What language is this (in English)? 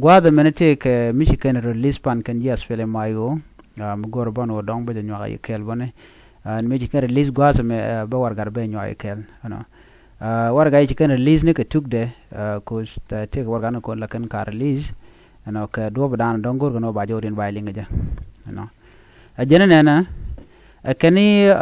Nuer